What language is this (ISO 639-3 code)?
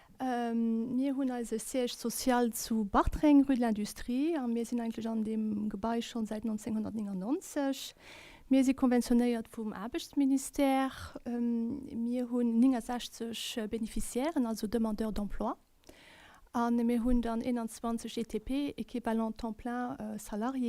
ltz